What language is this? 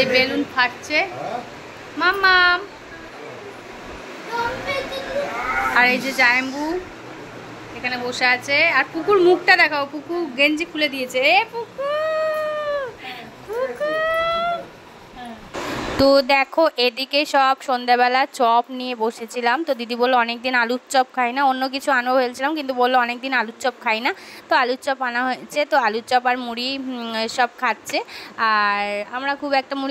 Bangla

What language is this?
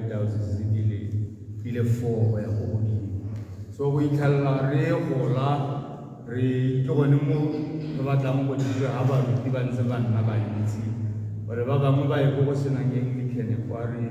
Tswana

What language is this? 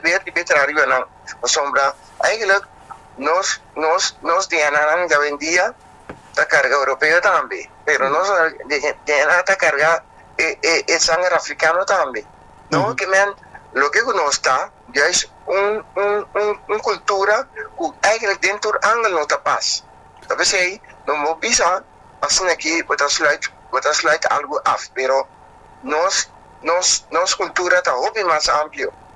Papiamento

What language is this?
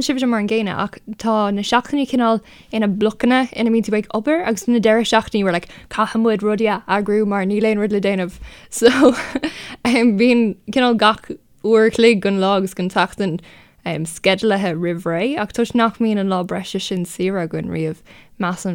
Irish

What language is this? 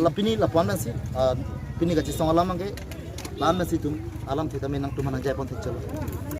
Karbi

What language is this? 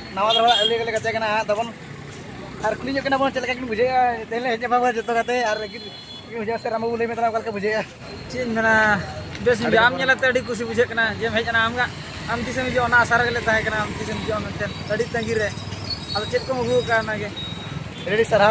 Santali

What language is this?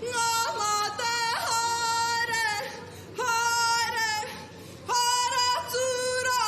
Māori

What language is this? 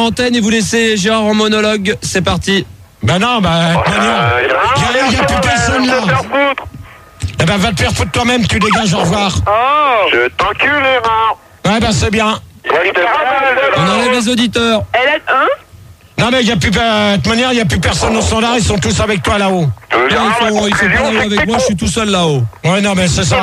French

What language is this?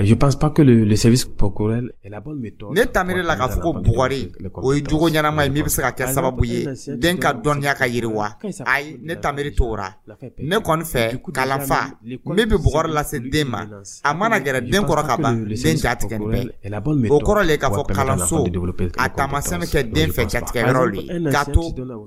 Dyula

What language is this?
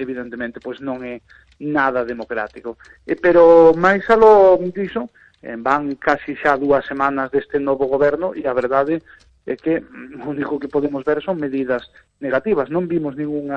Galician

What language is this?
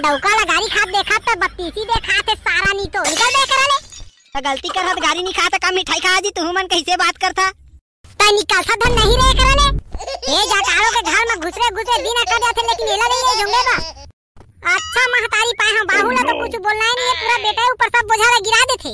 Chhattisgarhi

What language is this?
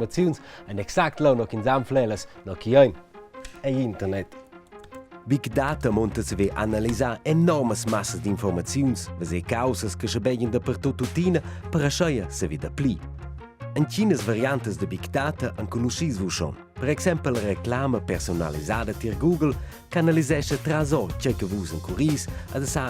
Romansh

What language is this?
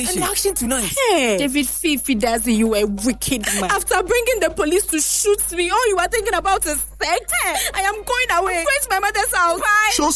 English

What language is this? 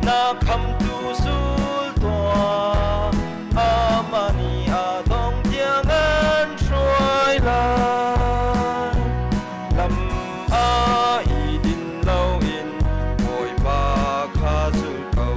Hakha Chin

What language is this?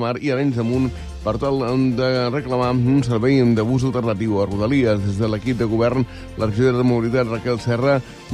Catalan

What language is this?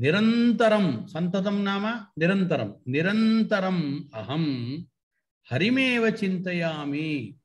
Sanskrit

